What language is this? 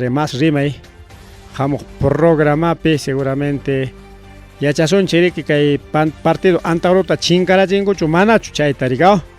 Ayacucho Quechua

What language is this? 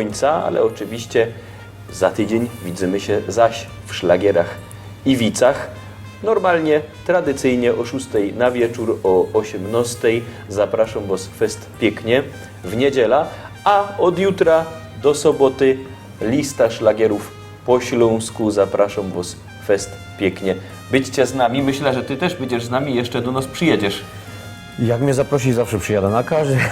Silesian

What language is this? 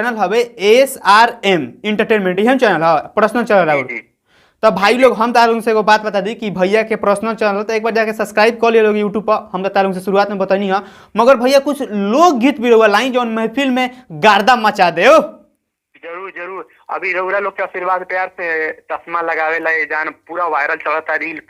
Bhojpuri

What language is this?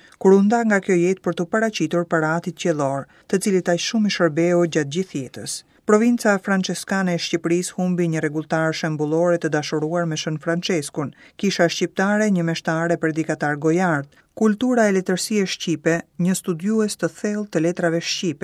Albanian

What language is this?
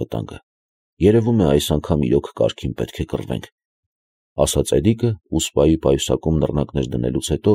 Armenian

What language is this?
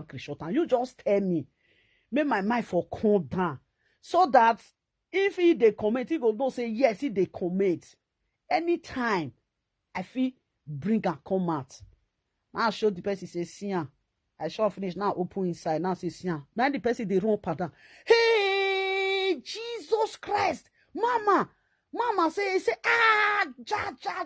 Nigerian Pidgin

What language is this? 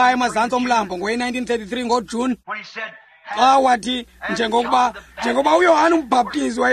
Xhosa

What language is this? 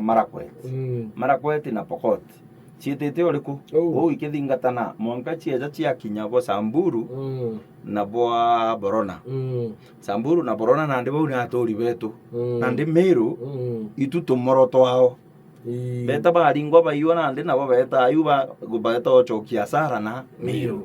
Meru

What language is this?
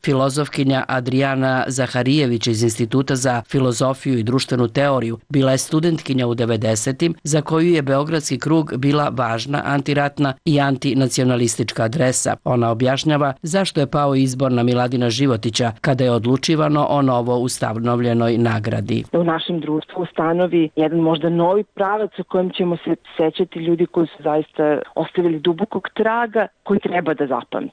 Serbian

